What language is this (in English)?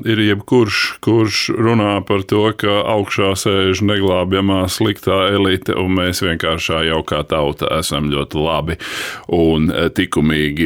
Latvian